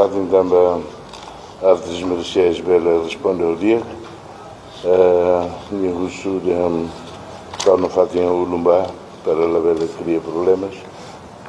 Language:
Tetum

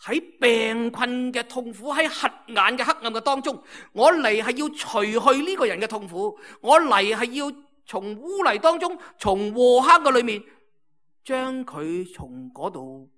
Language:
Cantonese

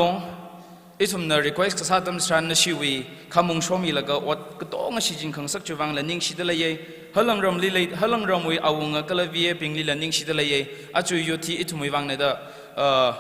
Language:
Tangkhul Naga (India)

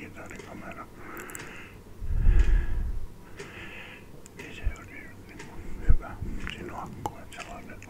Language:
Finnish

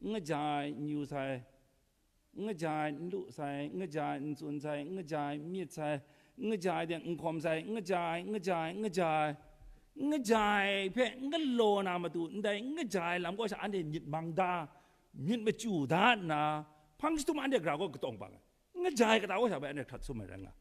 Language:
Kachin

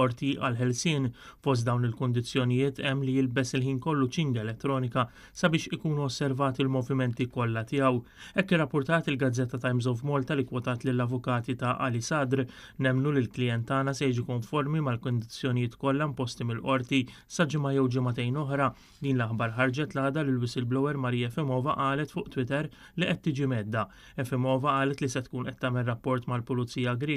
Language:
Maltese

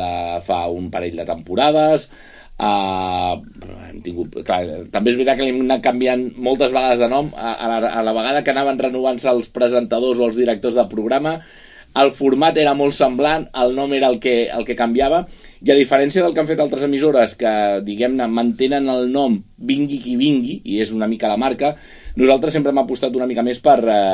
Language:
Catalan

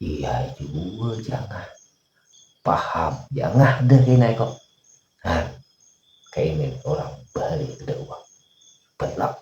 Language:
Banjar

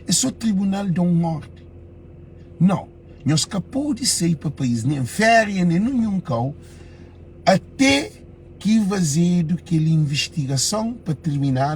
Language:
Kabuverdianu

